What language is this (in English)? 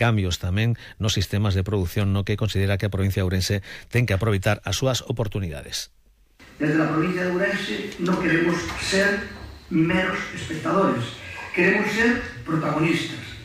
Galician